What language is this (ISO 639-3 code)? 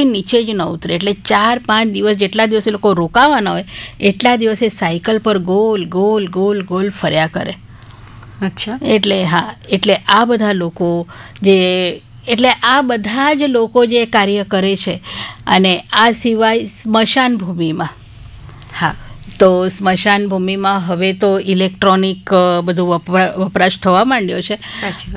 guj